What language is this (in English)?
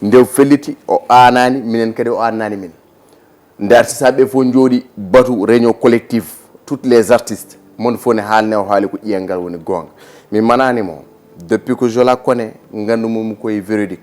Fula